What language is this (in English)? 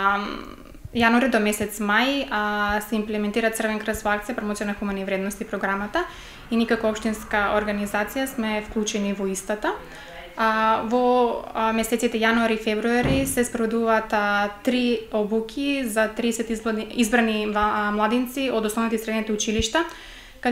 Macedonian